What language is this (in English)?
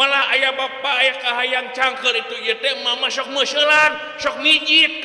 Sundanese